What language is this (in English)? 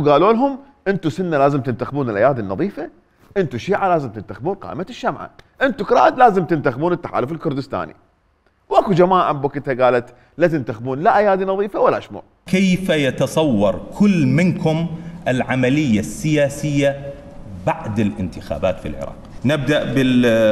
Mesopotamian Arabic